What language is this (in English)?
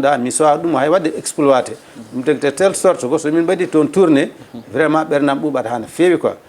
Fula